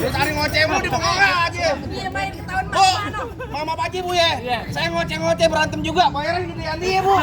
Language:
Betawi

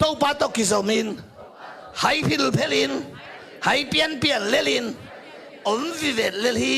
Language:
Tedim Chin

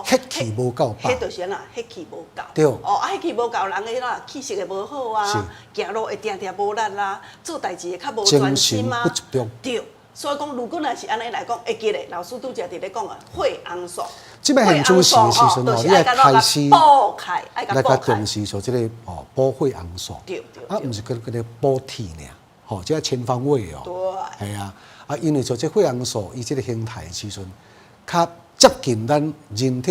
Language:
Min Nan Chinese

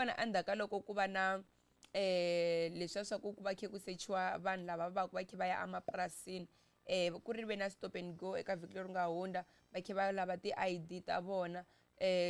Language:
Tsonga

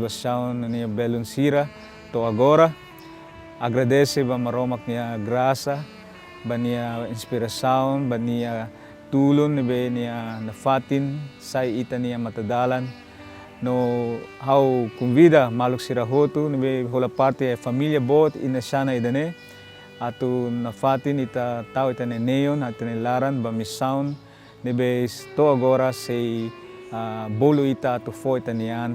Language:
Tetum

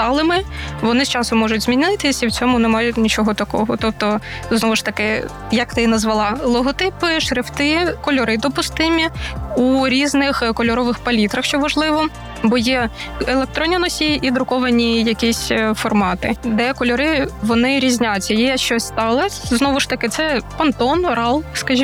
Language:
Ukrainian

